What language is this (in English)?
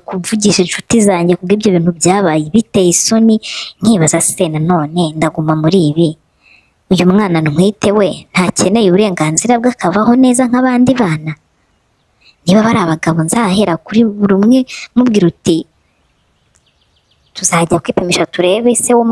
Kinyarwanda